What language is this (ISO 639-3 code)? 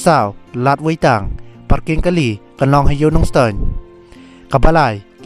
kha